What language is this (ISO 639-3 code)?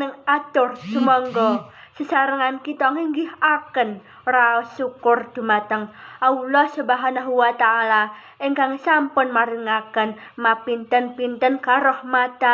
jav